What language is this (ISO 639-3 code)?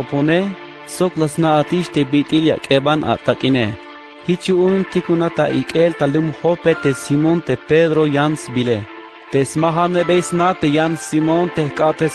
tzh